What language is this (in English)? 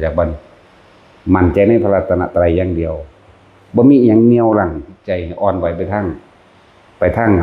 Northeastern Thai